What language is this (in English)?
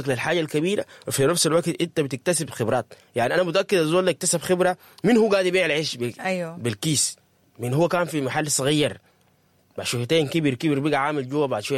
Sudanese Arabic